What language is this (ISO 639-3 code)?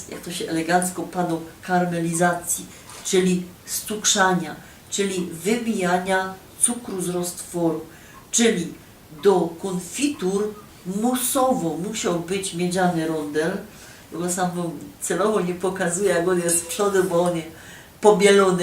szl